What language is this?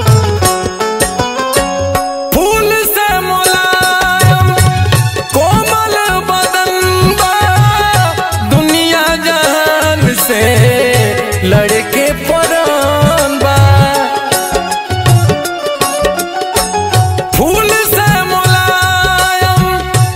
Bhojpuri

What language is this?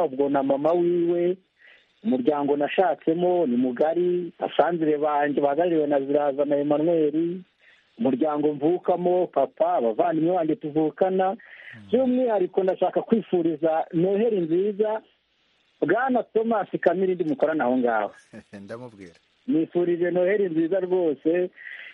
Kinyarwanda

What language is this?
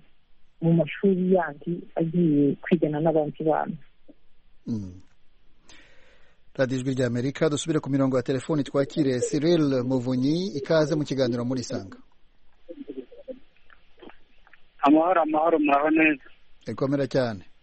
Kinyarwanda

